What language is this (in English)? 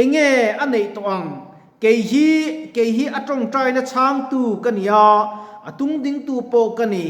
Mizo